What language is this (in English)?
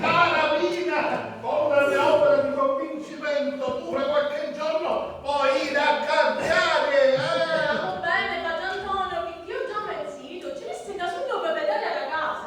Sicilian